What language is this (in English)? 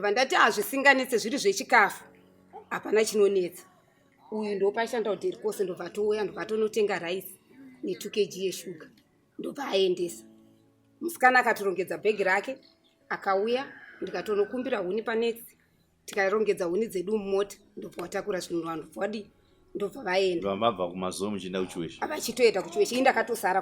Shona